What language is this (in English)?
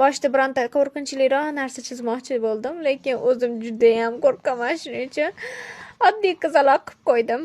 Uzbek